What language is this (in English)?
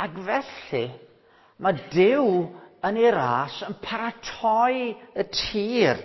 Welsh